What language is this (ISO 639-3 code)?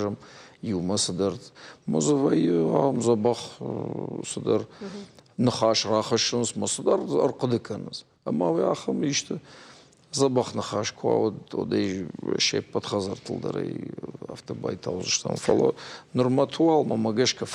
oss